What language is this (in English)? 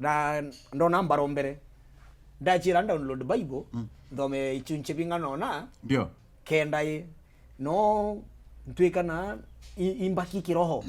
Meru